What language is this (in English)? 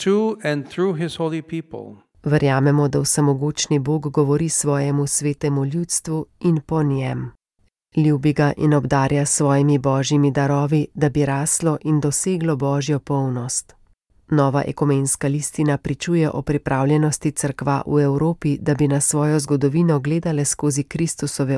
Slovenian